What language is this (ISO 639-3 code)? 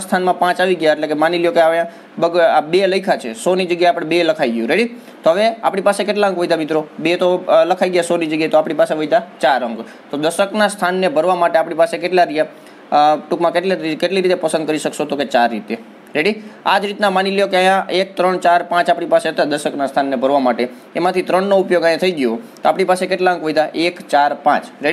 guj